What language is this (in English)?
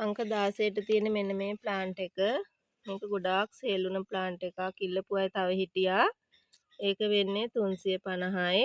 Sinhala